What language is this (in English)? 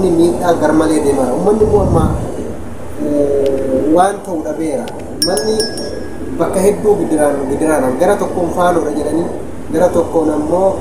Oromo